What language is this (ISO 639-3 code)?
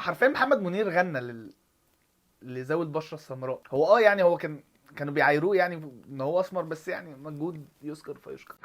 arz